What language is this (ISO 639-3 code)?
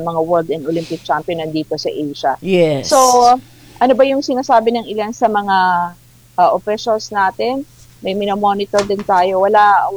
fil